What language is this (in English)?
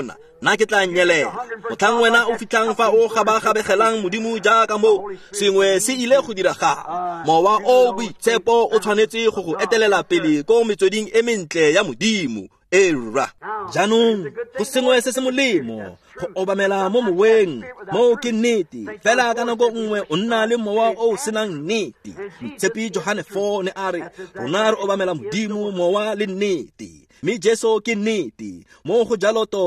Tswana